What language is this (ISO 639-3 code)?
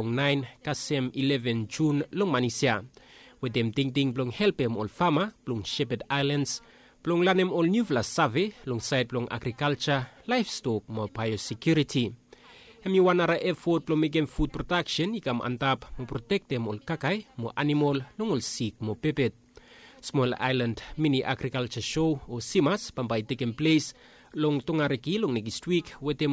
bis